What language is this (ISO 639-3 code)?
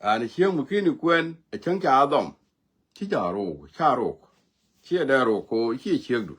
nus